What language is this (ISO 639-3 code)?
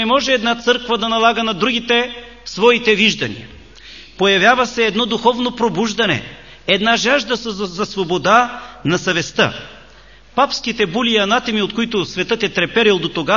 bul